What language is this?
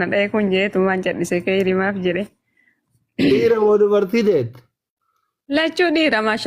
Oromo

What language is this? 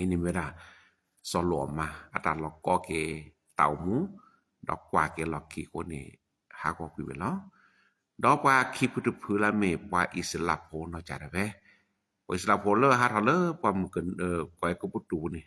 S'gaw Karen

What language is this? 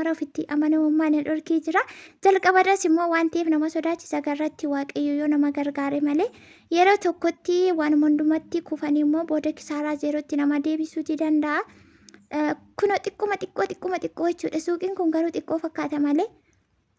Oromo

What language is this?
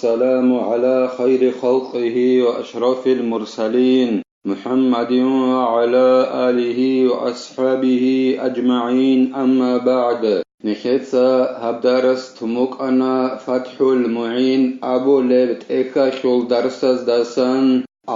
Avaric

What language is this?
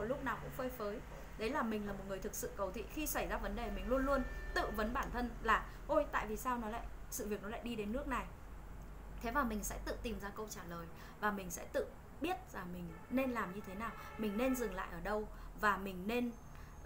Vietnamese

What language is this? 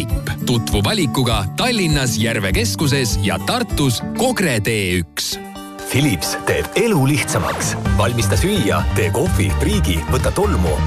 Estonian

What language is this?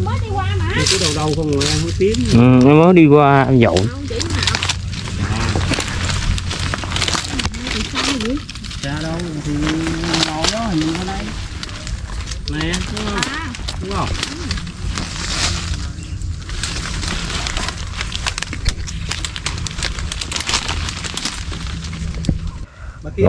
Vietnamese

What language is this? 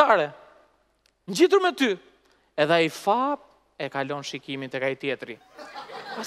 Albanian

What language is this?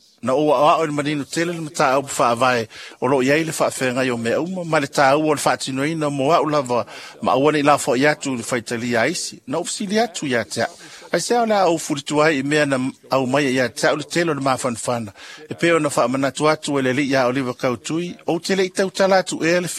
Samoan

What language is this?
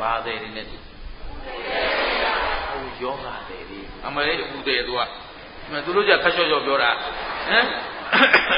Burmese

